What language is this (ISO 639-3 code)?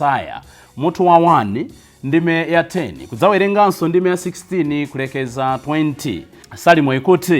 nya